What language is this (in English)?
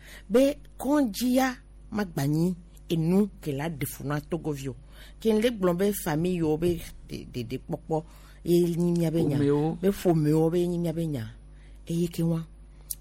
Gen